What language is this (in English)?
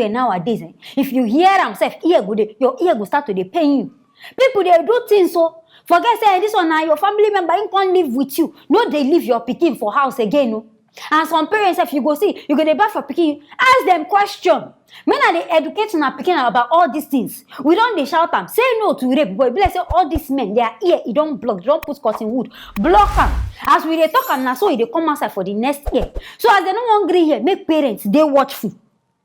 Nigerian Pidgin